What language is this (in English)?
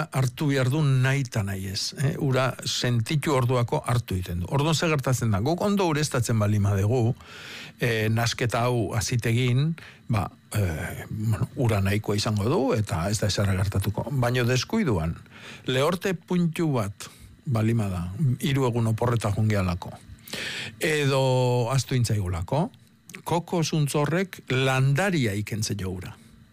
Basque